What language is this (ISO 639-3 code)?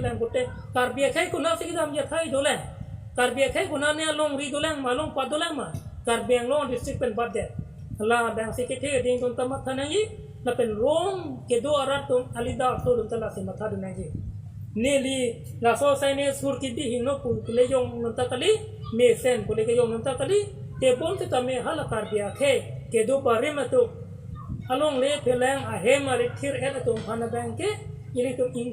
mjw